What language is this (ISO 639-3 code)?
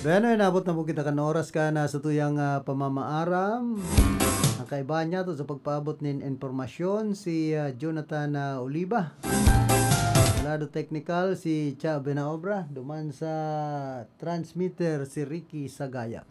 bik